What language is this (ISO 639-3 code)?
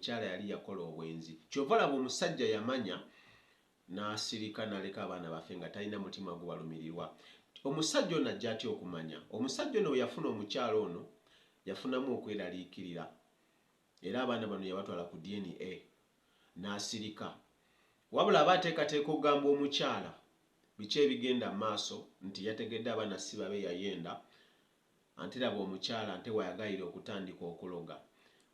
lug